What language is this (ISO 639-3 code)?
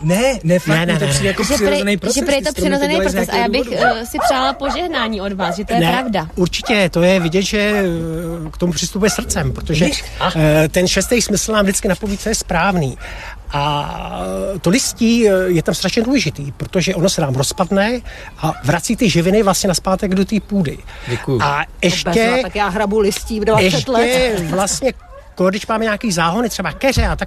ces